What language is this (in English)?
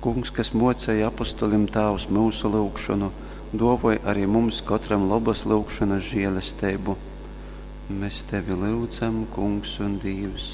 Latgalian